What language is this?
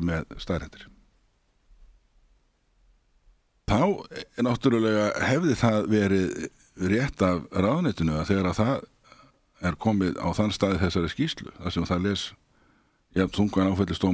Icelandic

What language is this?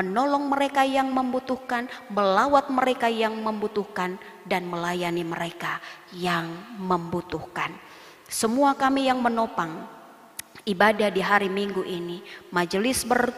Indonesian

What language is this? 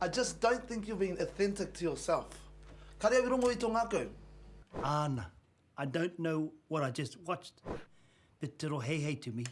Māori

